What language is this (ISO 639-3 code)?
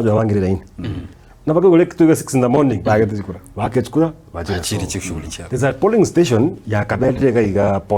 guz